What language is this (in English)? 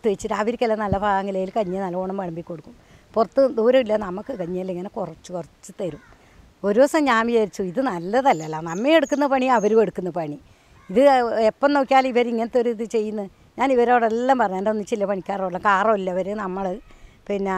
Malayalam